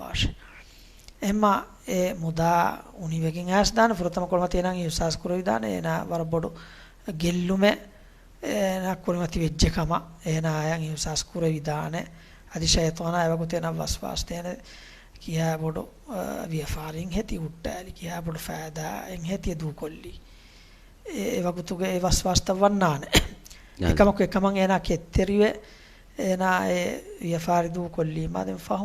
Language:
Divehi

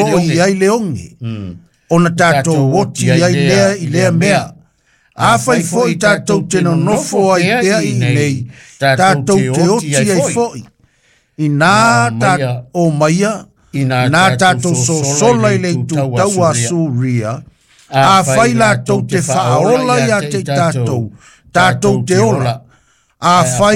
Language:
Samoan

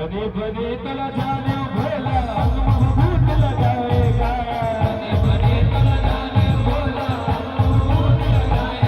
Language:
Chhattisgarhi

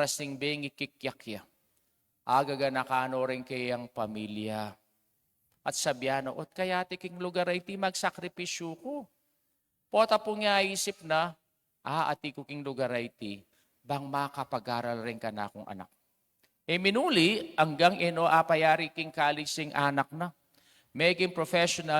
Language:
Pampanga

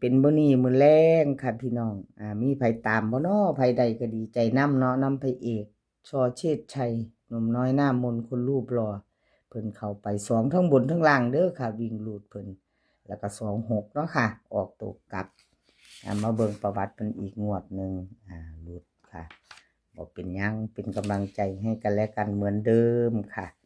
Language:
Northeastern Thai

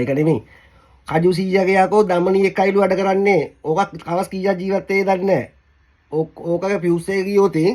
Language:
Sinhala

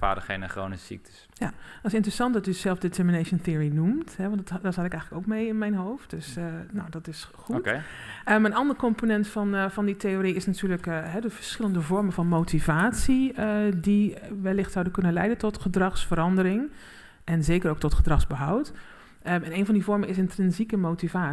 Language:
Dutch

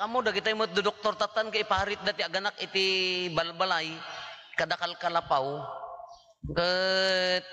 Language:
Iloko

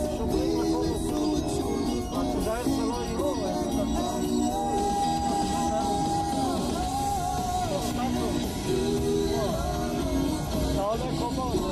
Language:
Hebrew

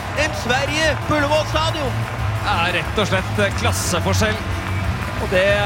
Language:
Norwegian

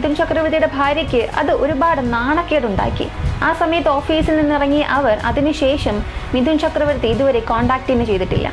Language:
Malayalam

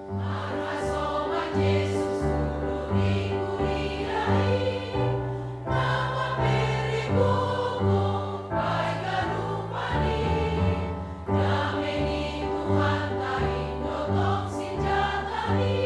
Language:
Batak Simalungun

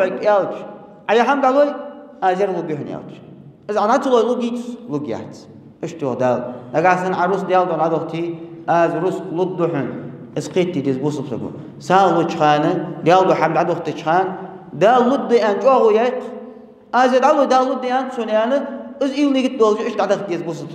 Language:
Ingush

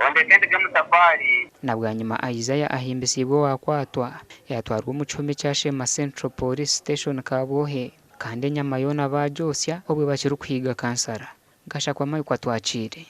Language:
Nyankole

